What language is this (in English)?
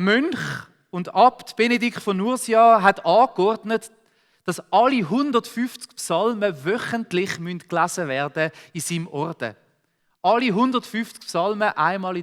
Swiss German